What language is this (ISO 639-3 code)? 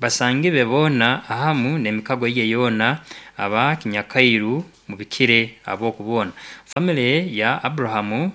nyn